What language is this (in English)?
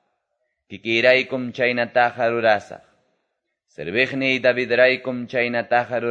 Quechua